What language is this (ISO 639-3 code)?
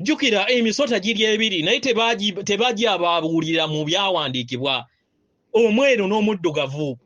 lug